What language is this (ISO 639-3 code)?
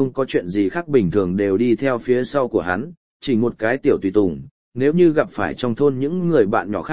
vie